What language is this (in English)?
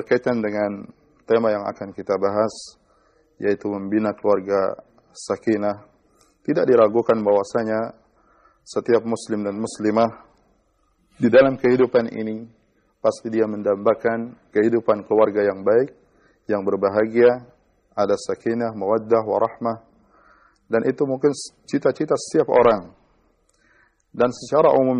Indonesian